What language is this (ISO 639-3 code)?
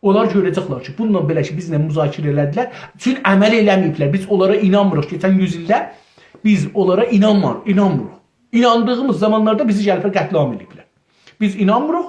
azb